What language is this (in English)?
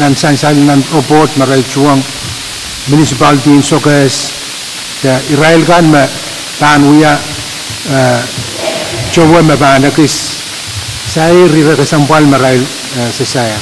Pohnpeian